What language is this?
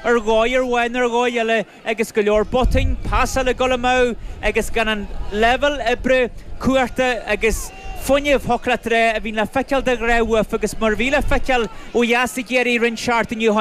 Irish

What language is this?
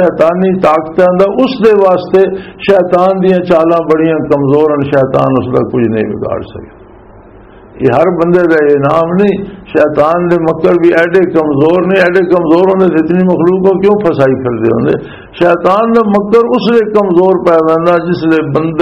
Western Panjabi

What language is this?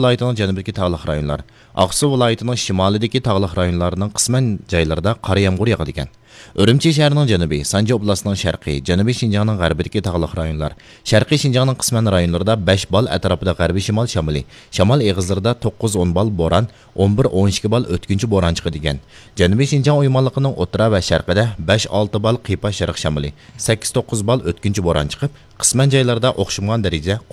Uyghur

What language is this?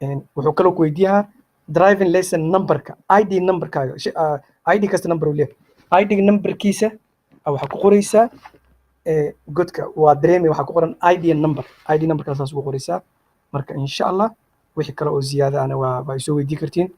Somali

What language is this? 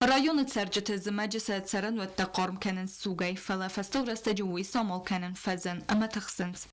Ossetic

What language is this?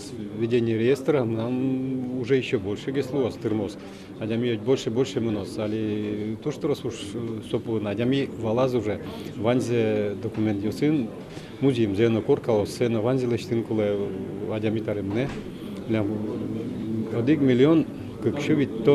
Udmurt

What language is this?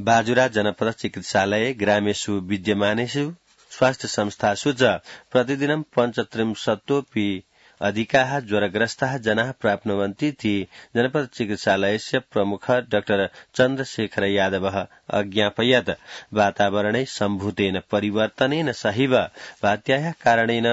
Sanskrit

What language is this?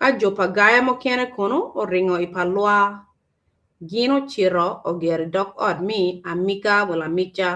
Acoli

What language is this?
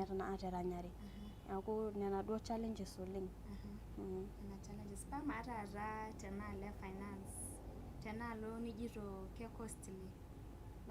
Masai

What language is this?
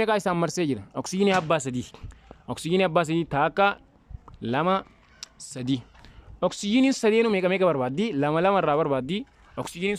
Oromo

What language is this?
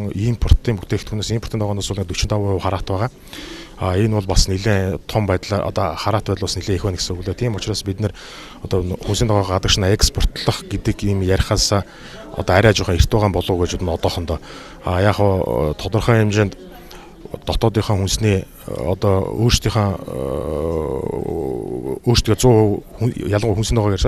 Mongolian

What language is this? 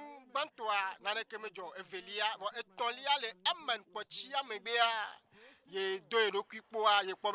Ewe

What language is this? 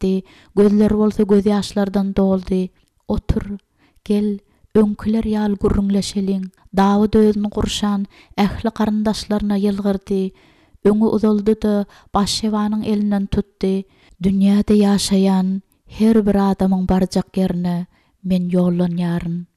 Turkmen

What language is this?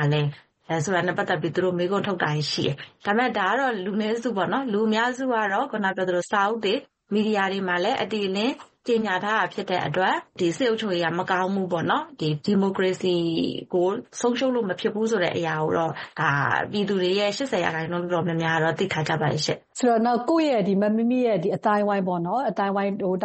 Burmese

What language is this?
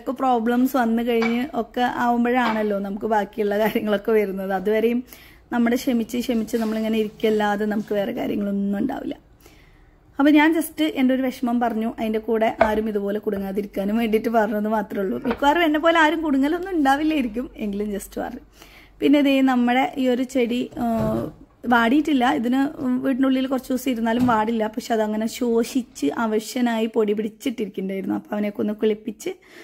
Malayalam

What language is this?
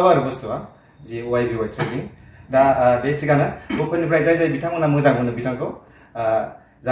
Bodo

